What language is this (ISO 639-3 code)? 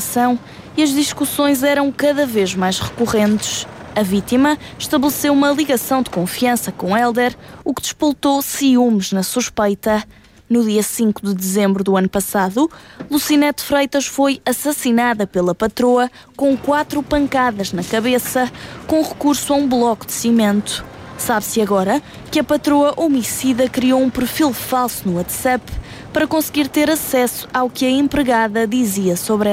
por